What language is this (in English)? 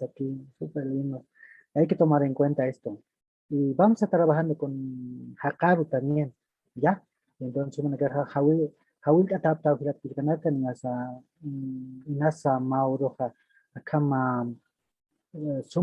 Aymara